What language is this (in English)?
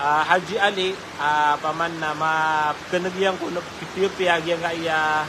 Maranao